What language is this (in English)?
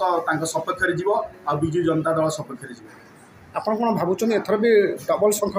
Odia